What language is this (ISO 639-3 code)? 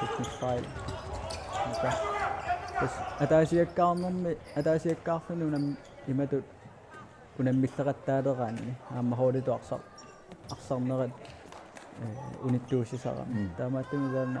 kal